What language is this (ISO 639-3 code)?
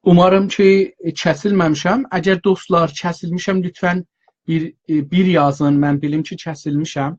azb